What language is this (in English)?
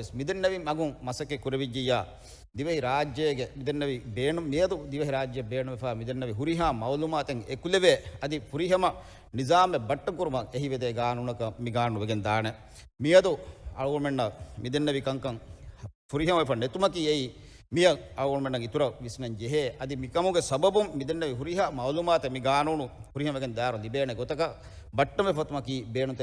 Divehi